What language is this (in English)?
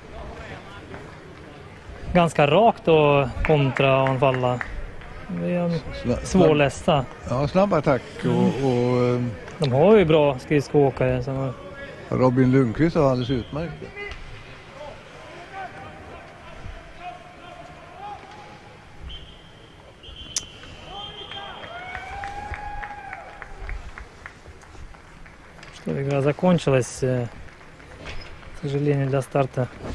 Swedish